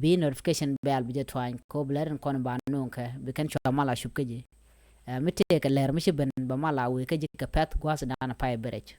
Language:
Nuer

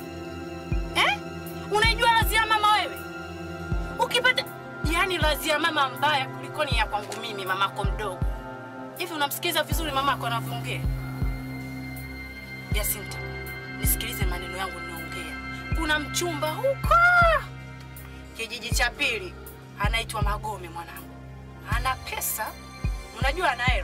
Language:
Swahili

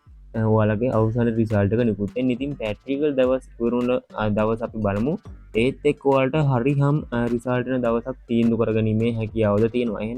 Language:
Sinhala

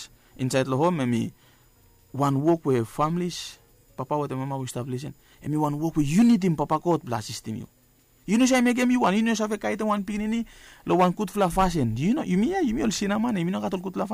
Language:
Bislama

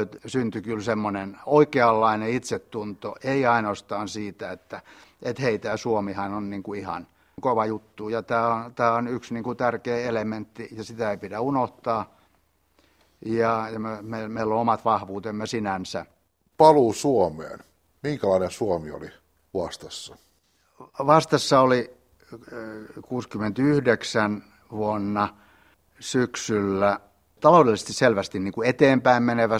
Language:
Finnish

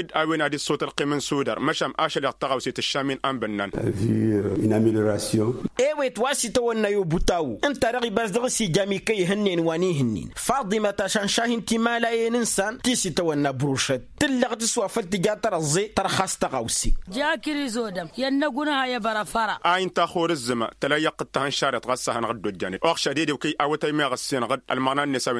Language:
Tamasheq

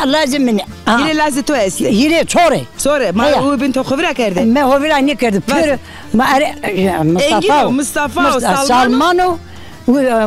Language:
Zaza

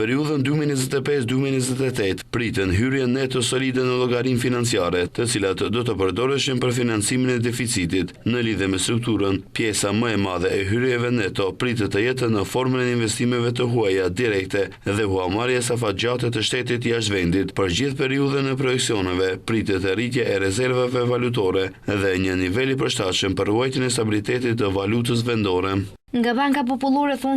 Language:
Albanian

